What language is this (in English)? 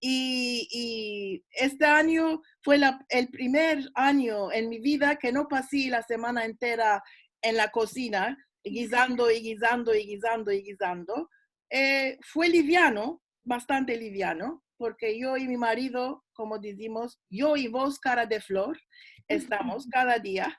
Ladino